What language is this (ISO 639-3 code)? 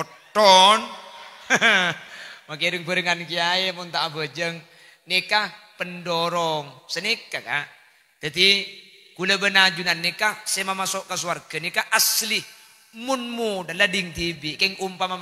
mad